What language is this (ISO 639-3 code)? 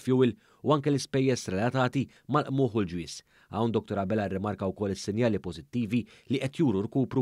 mlt